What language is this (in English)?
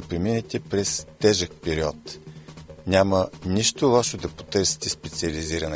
Bulgarian